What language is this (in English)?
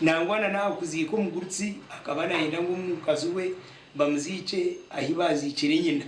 Nyankole